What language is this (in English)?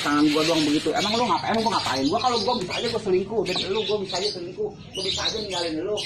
Betawi